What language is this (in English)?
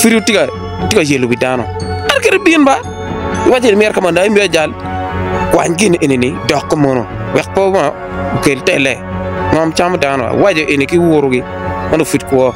Acoli